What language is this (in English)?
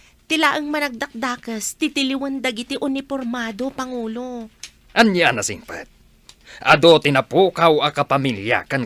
Iloko